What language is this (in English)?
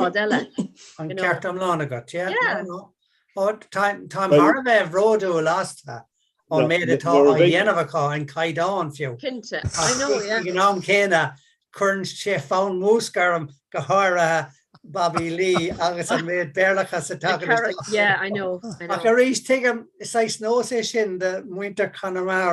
Irish